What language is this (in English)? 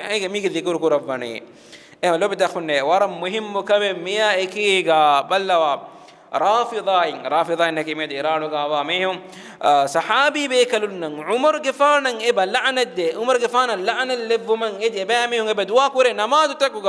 Divehi